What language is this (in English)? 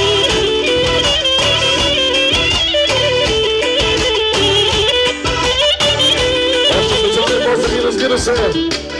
Bulgarian